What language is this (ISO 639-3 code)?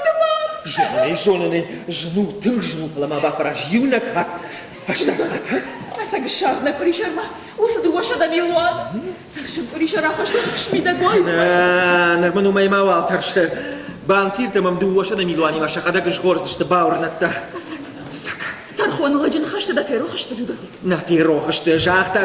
oss